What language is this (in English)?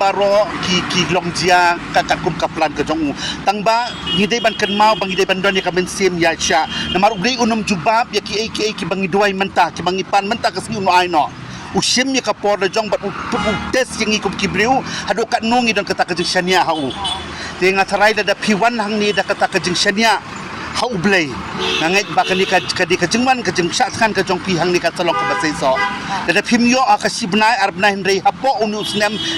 Khasi